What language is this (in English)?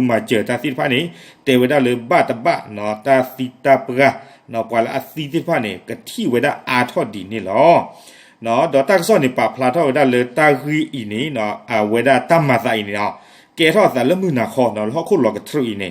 S'gaw Karen